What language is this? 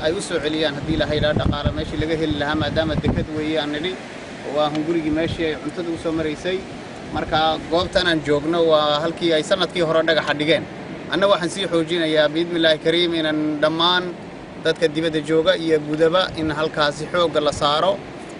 Somali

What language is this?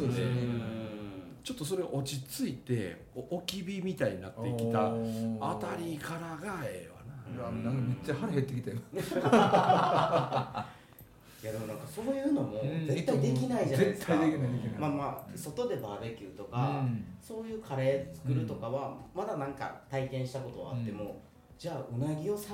Japanese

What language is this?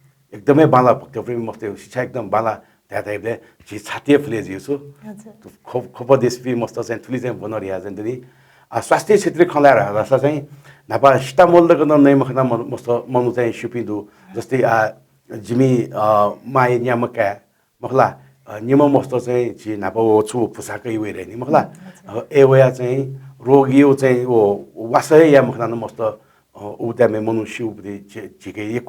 Newari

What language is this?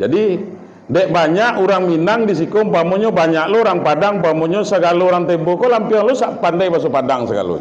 Minangkabau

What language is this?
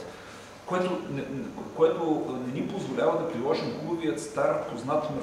Bulgarian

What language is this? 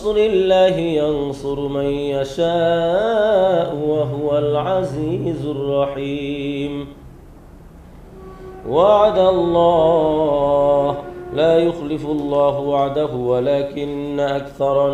Arabic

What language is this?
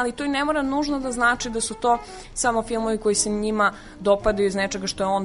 Serbian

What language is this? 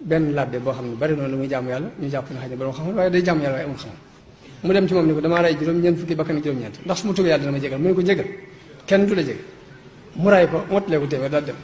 Wolof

